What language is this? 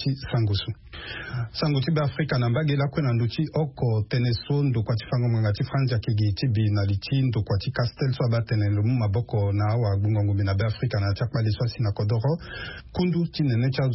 Sango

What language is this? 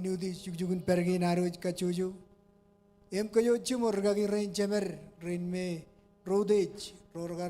Marshallese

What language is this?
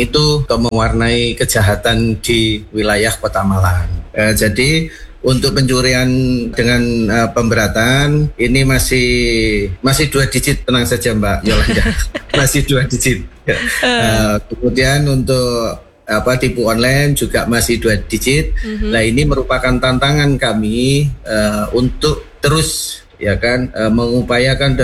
Indonesian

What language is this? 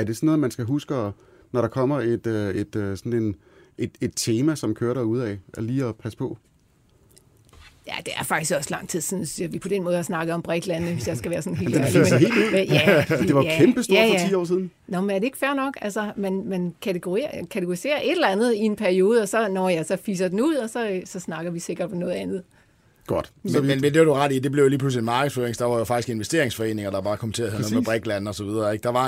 Danish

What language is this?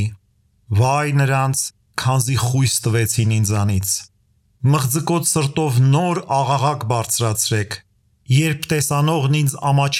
Armenian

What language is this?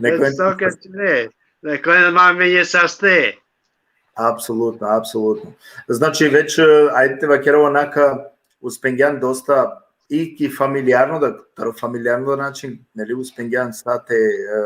Balkan Romani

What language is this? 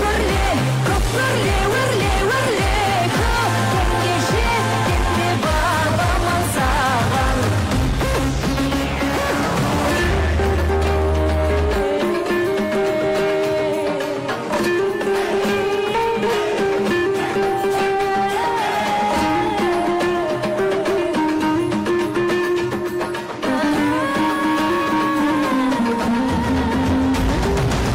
Kazakh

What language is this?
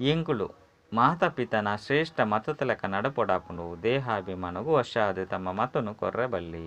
Tulu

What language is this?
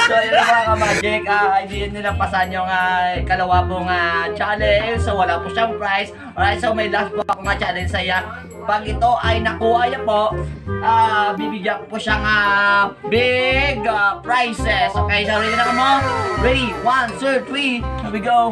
Hiligaynon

